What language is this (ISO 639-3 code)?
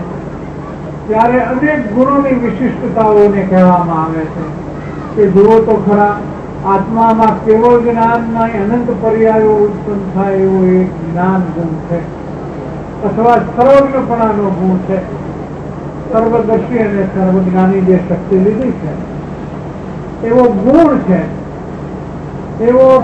guj